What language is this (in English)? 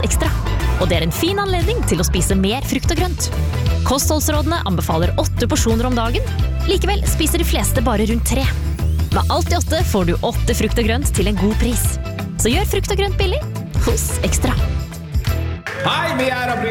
Norwegian